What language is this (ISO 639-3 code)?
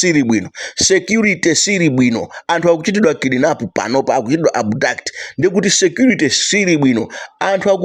nya